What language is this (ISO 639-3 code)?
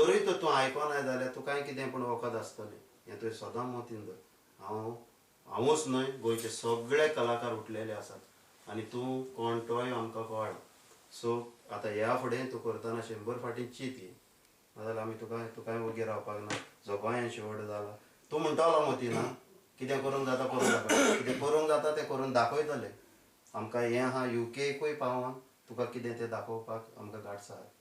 kok